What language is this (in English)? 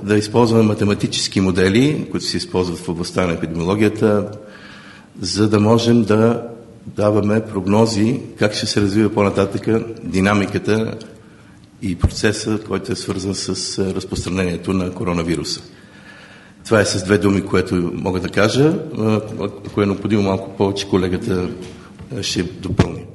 Bulgarian